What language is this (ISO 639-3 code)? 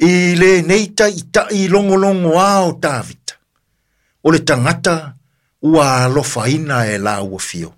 smo